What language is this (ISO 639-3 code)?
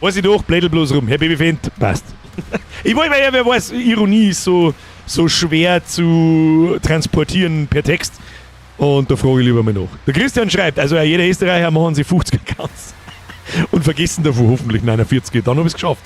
bar